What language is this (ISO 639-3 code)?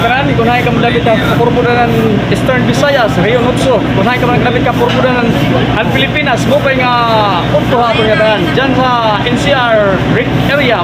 war